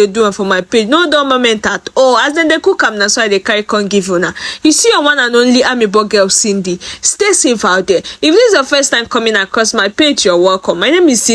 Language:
Nigerian Pidgin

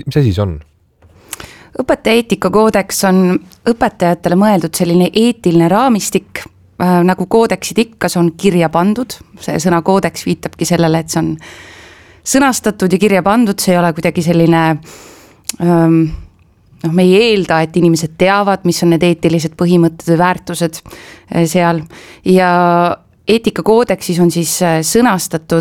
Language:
Estonian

